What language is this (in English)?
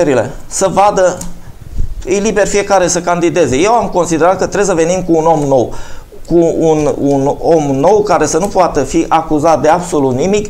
Romanian